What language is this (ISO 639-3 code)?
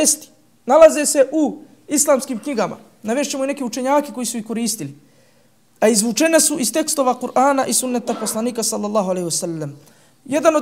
bos